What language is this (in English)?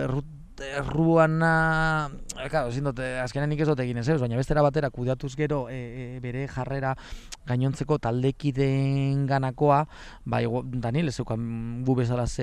Basque